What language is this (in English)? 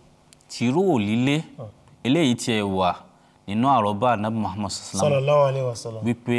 Yoruba